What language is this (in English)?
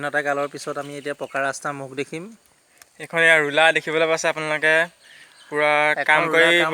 Assamese